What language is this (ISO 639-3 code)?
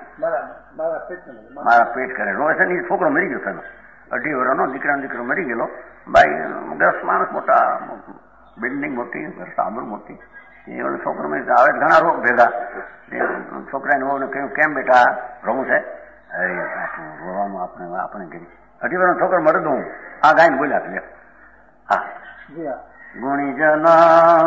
guj